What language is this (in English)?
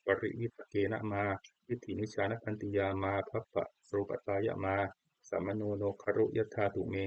Pali